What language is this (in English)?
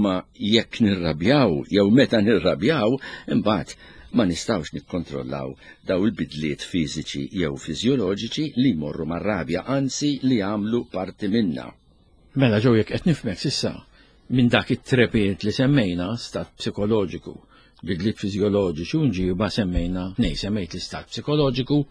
Maltese